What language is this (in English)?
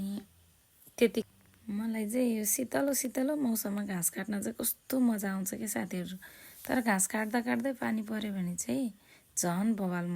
Nepali